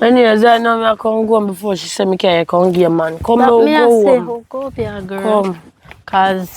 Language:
Jamaican Creole English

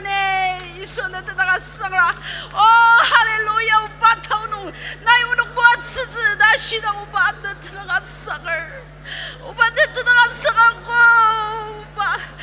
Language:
Ao Naga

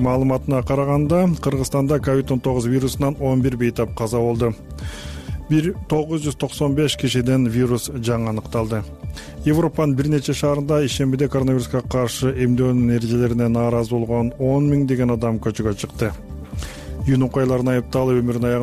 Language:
Kyrgyz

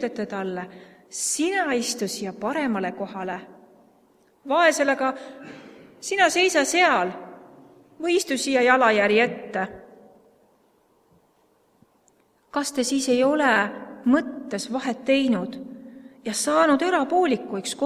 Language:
Estonian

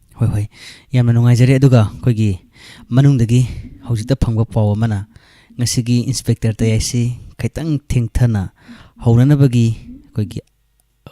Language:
Manipuri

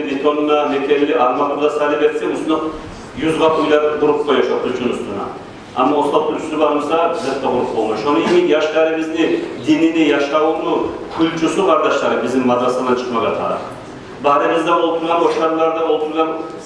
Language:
Kumyk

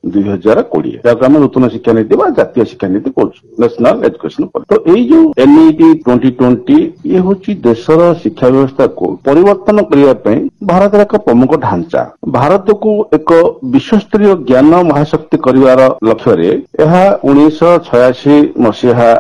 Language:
Odia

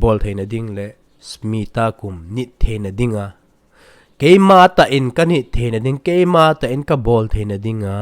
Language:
Thado Chin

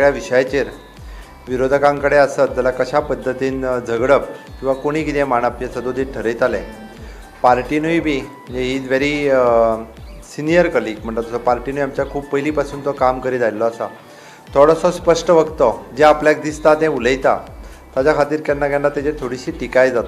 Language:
Konkani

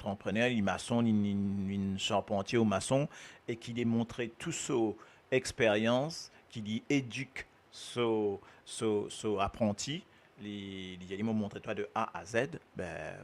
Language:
Morisyen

